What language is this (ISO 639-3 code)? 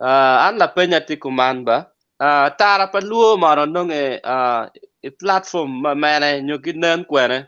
ach